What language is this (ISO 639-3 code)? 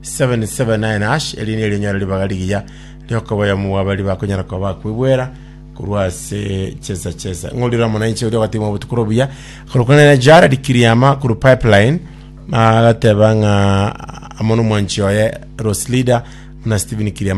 guz